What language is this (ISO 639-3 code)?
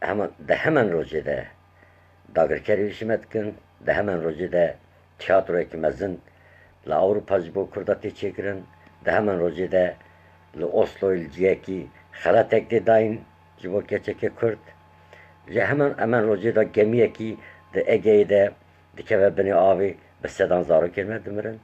kur